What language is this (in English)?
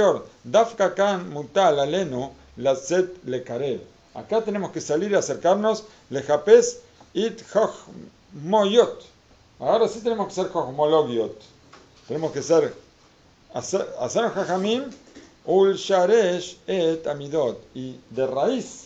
Spanish